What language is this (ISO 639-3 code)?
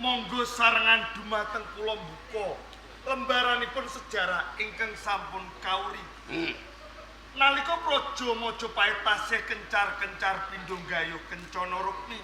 jav